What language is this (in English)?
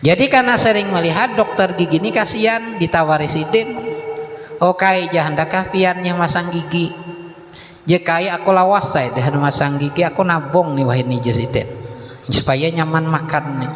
Banjar